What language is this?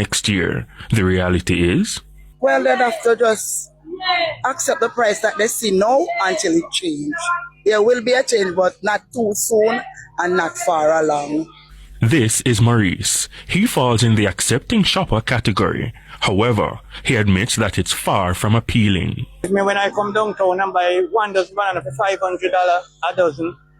Jamaican Creole English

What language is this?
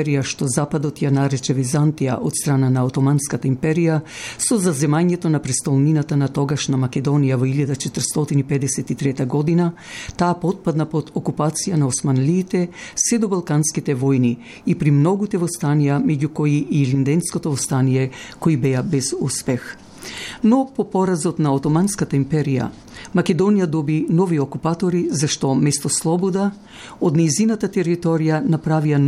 Macedonian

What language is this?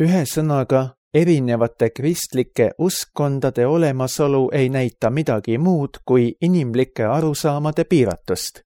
Estonian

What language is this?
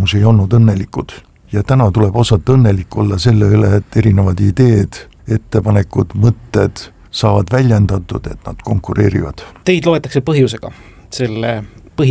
Estonian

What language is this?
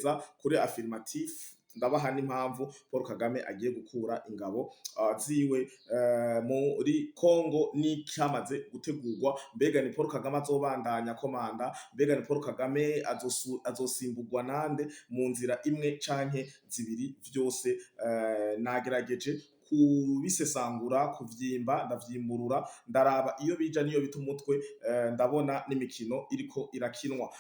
Rundi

